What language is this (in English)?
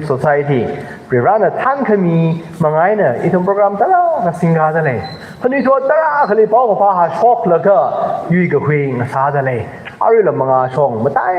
Tangkhul Naga (India)